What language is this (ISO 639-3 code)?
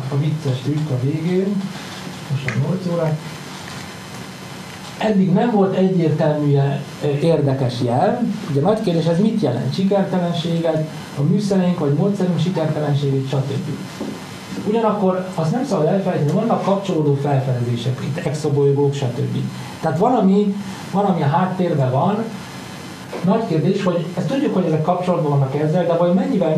hun